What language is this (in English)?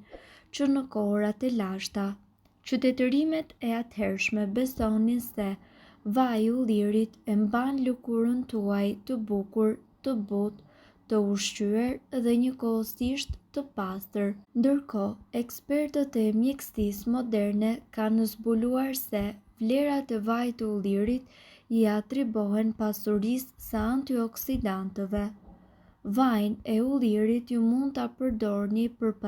Albanian